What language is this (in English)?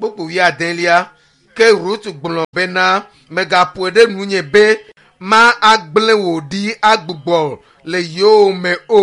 Ewe